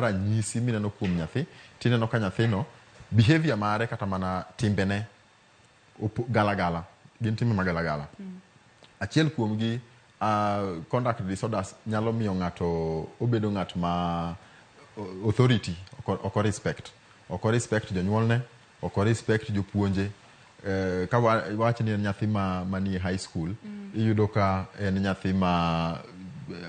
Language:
Luo (Kenya and Tanzania)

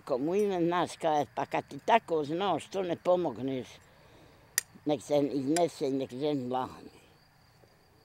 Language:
Bosnian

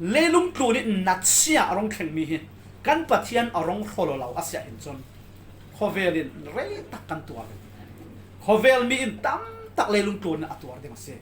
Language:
Falam Chin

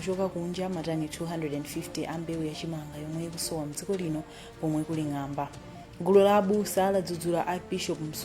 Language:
Nyanja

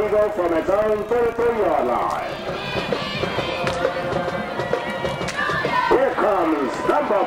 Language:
English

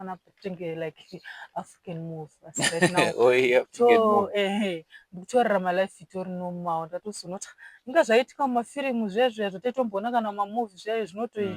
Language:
Shona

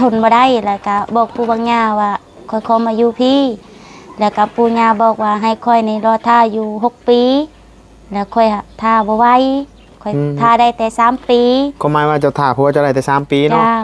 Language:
Northeastern Thai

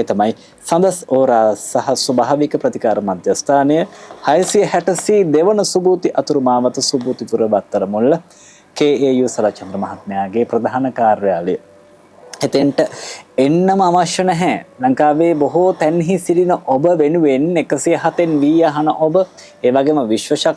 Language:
Sinhala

